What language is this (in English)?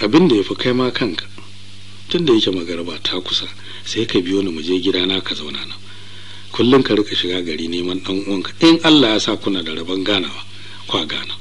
Hausa